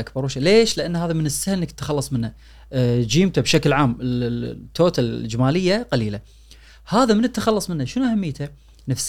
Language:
Gulf Arabic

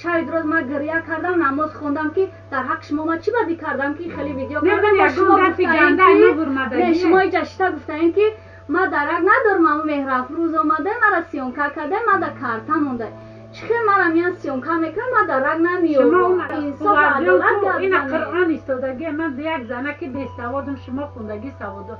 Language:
Tajik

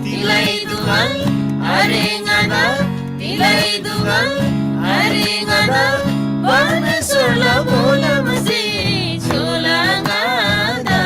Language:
Eastern Tamang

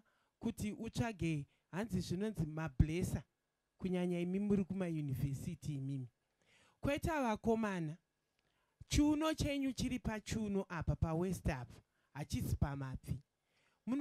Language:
Shona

